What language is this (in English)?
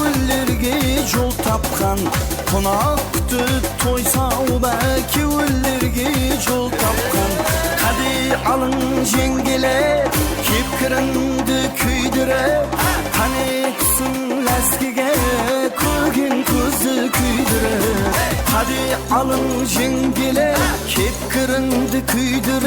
Kara-Kalpak